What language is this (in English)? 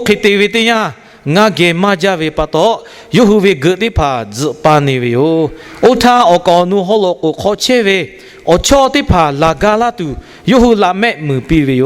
Lahu